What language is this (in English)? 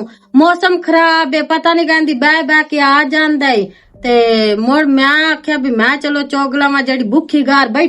Western Panjabi